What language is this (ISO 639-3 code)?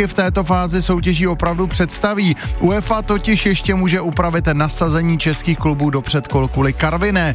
ces